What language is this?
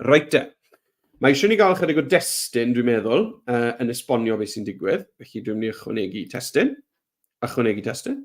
Welsh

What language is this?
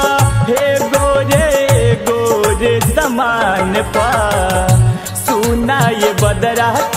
Bhojpuri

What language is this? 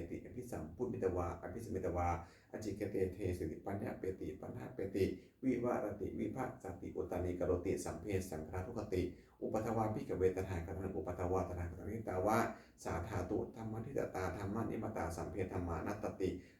Pali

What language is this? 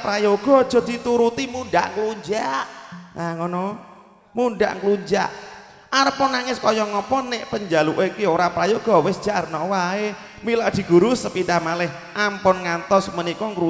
Javanese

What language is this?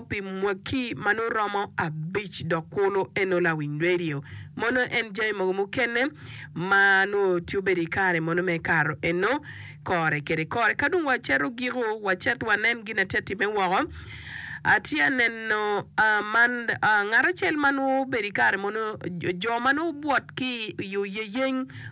Acoli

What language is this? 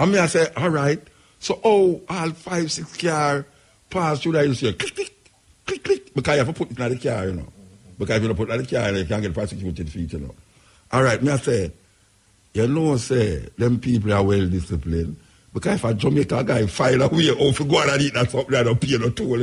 Jamaican Creole English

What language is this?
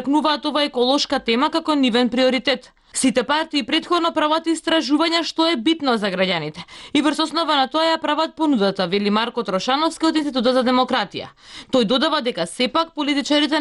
Macedonian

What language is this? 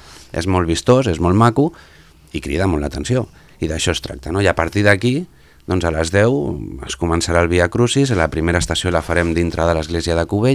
Catalan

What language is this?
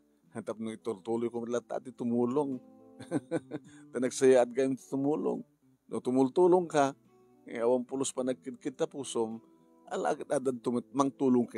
Iloko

